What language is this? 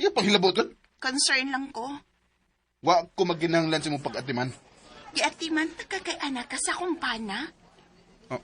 Cebuano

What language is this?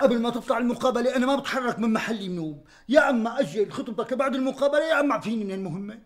North Levantine Arabic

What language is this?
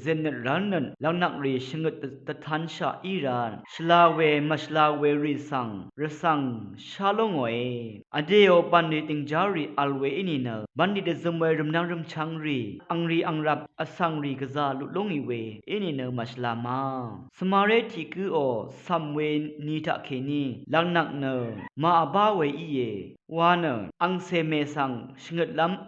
Rawang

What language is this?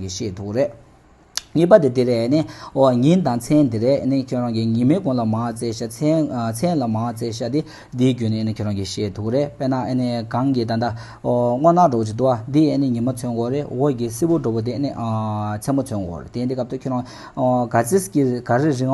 Tibetan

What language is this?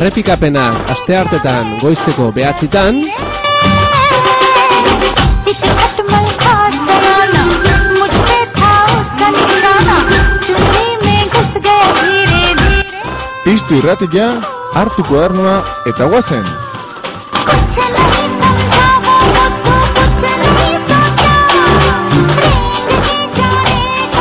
Basque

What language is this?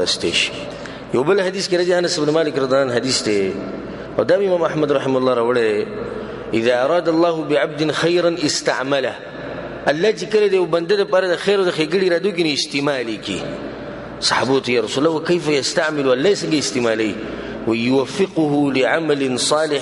Pashto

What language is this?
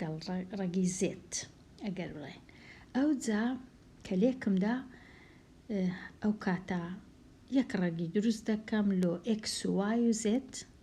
Central Kurdish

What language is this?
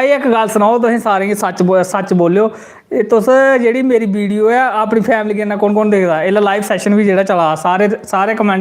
Dogri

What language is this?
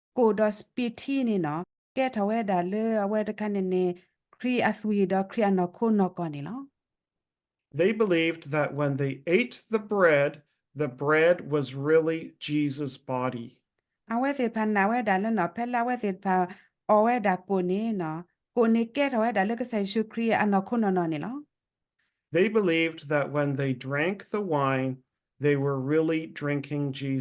S'gaw Karen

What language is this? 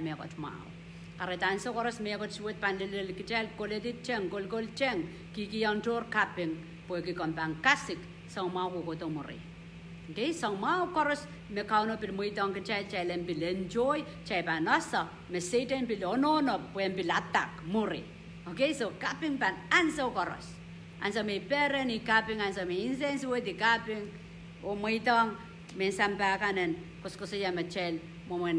Pohnpeian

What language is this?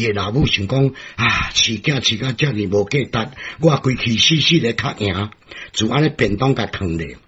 Min Nan Chinese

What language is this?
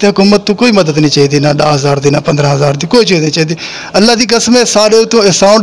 Saraiki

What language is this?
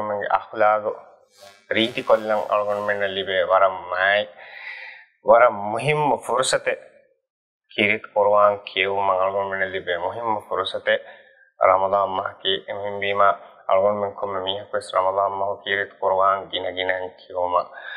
Divehi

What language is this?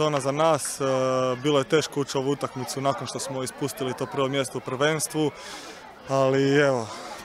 Croatian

